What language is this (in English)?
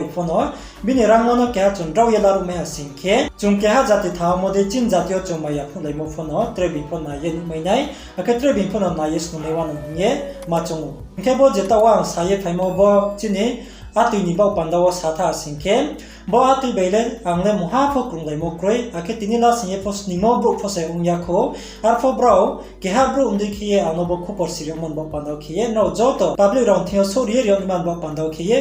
Riang (India)